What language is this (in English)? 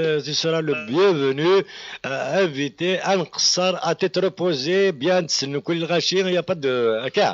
Kabyle